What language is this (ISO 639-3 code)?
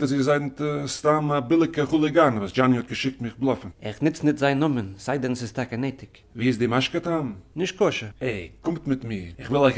yid